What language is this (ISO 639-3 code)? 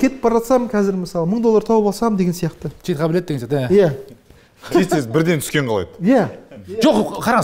kaz